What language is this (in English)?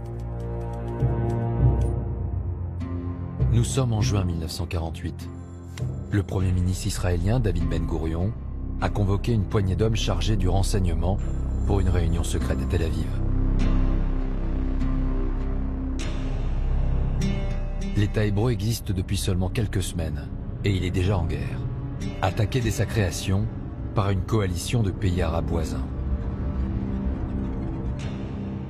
French